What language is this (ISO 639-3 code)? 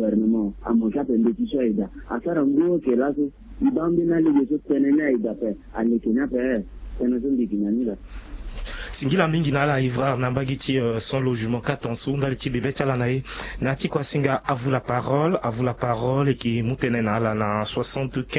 sag